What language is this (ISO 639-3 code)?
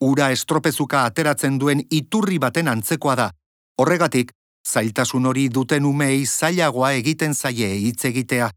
eus